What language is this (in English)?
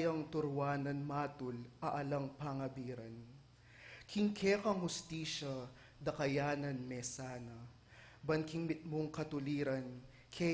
Pampanga